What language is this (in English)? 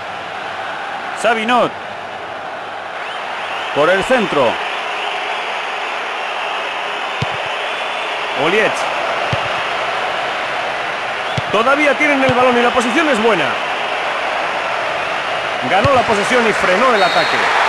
Spanish